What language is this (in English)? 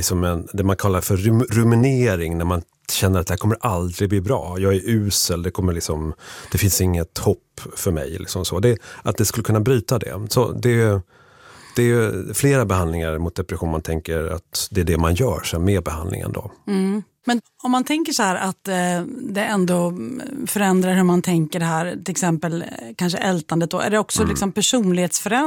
Swedish